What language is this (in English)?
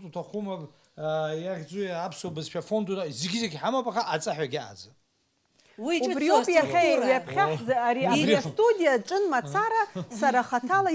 Abkhazian